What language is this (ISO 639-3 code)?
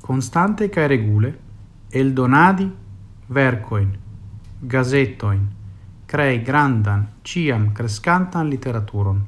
epo